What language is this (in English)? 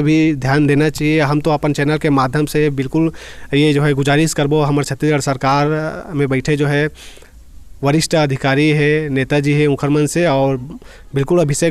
Chhattisgarhi